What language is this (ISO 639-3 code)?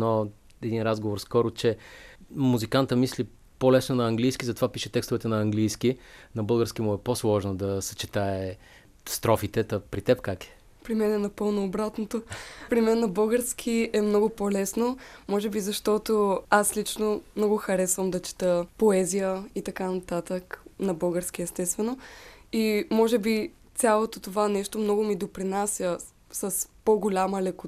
bul